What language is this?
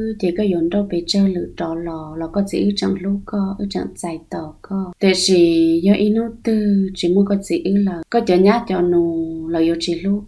Hmong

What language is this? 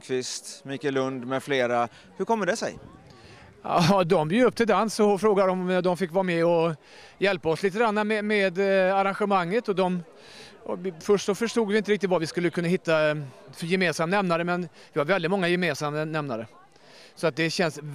Swedish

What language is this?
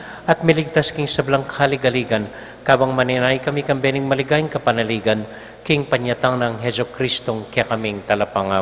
Pampanga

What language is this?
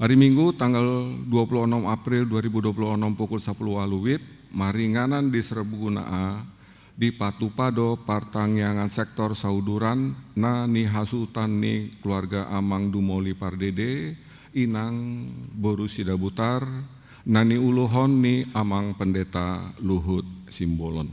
Batak Toba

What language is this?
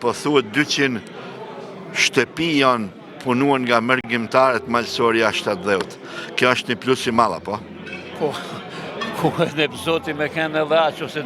Albanian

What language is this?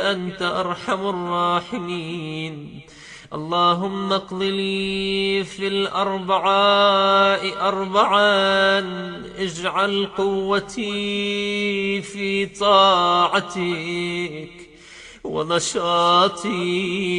Urdu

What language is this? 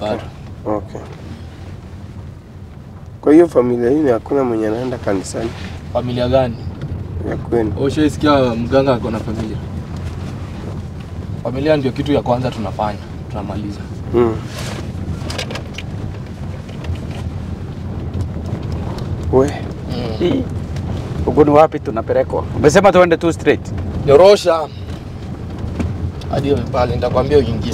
Swahili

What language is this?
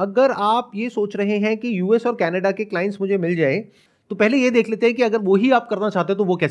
Hindi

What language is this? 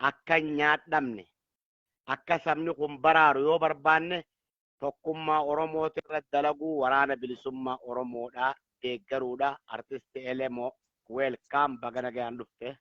Oromo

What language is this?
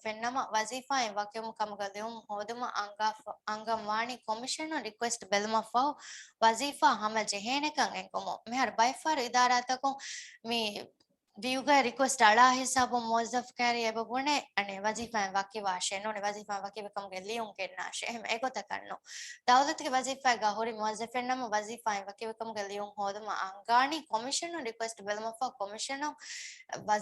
Divehi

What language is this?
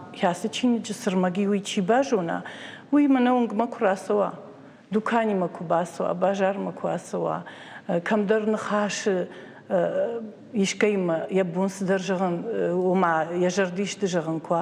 Ossetic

